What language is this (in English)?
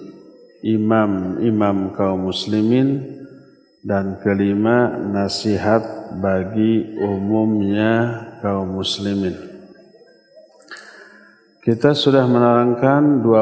Indonesian